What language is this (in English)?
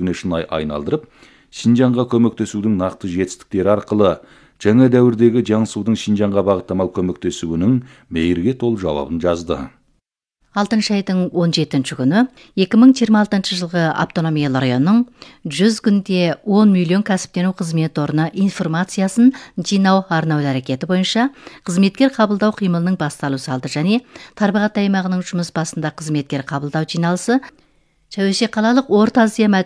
Kazakh